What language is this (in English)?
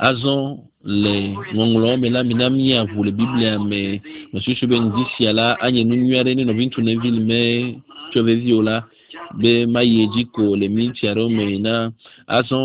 Ewe